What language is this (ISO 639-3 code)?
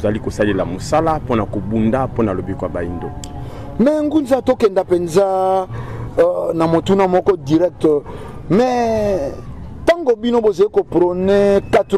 lin